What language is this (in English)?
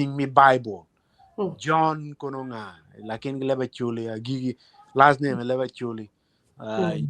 Acoli